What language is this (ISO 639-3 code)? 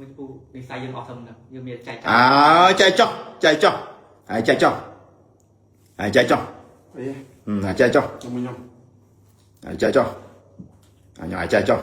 khm